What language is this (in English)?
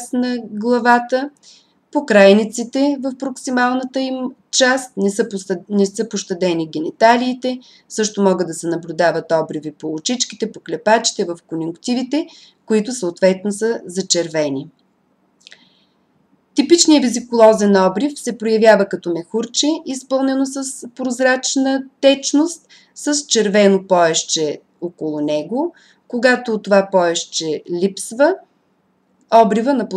Bulgarian